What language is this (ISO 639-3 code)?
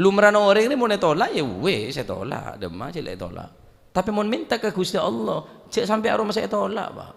mad